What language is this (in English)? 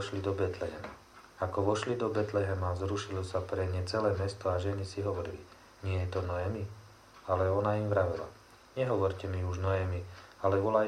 Slovak